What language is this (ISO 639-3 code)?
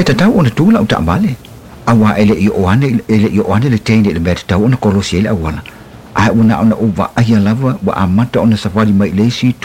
smo